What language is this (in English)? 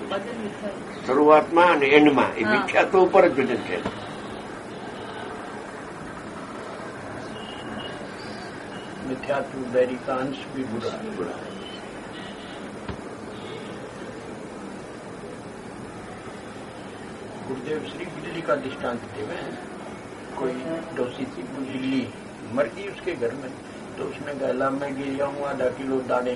Gujarati